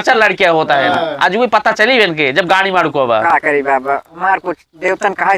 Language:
Awadhi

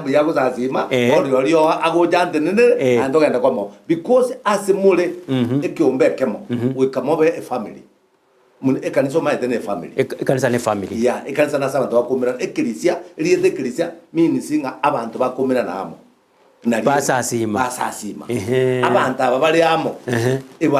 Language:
Gusii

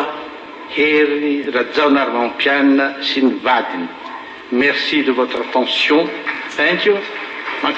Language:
Malagasy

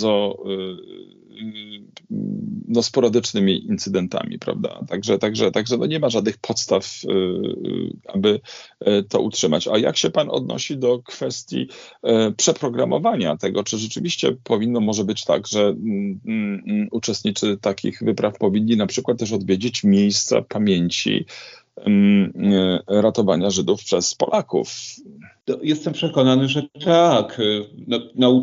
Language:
Polish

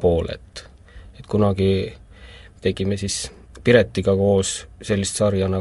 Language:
Estonian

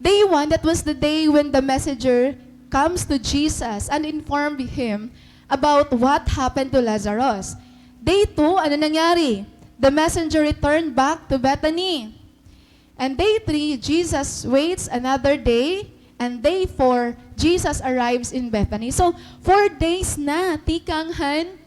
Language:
Waray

